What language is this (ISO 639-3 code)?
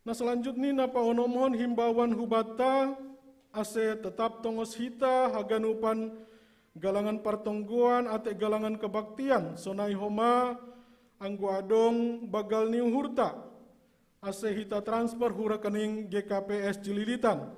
bts